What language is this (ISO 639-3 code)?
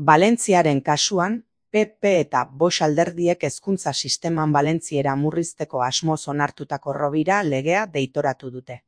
eus